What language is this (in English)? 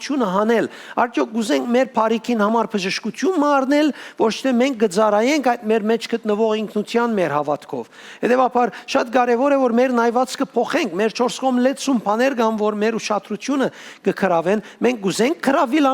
Western Armenian